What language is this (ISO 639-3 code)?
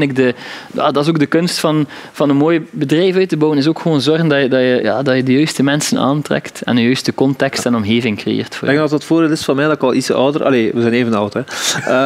nld